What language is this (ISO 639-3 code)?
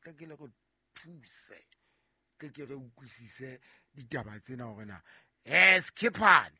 sot